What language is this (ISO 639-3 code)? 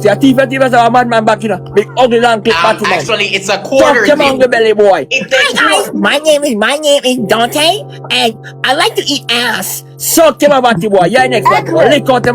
jam